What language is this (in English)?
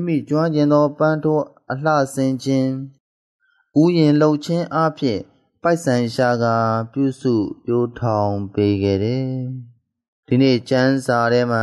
Burmese